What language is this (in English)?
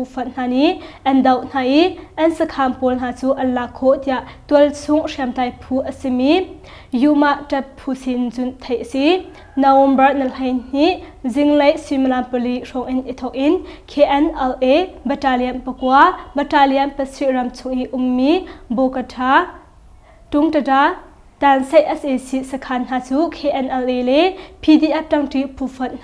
Hakha Chin